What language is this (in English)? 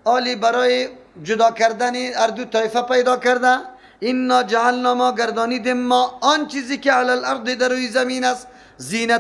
Persian